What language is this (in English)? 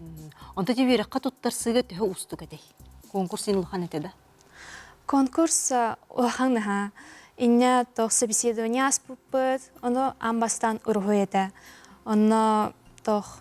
Yakut